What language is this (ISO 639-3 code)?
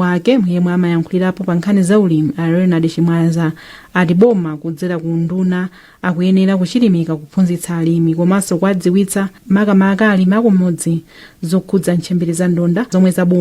nya